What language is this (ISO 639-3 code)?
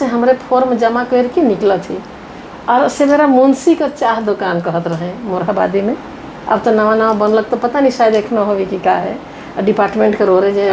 sck